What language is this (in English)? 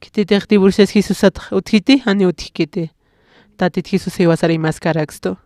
Aymara